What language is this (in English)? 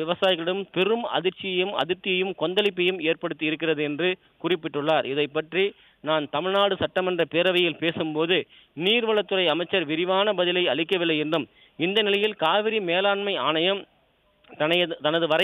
Tamil